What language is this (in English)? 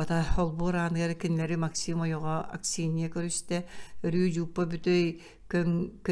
Yakut